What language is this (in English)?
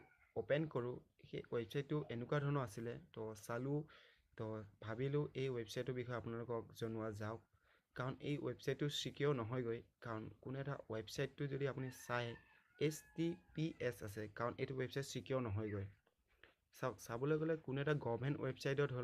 Assamese